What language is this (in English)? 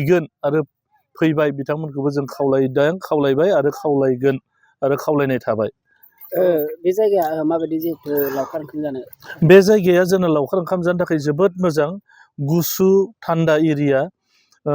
Bodo